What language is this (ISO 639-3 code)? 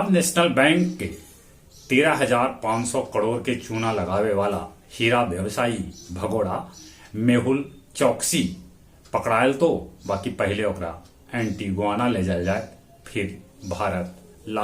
mag